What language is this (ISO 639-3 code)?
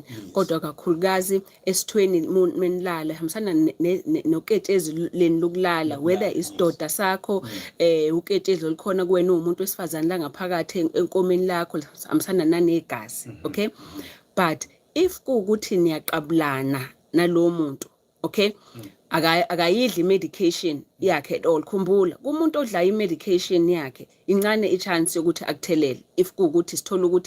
zul